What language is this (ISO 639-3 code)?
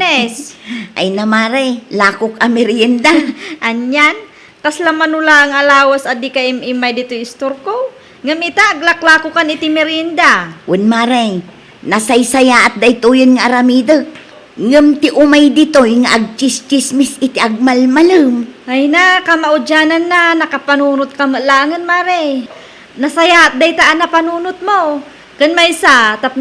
ilo